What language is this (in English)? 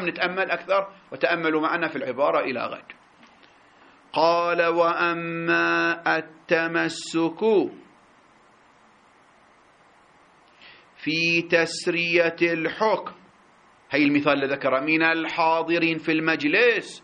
Arabic